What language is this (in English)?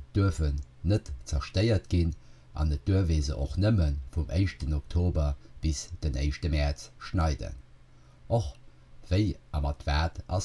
Luxembourgish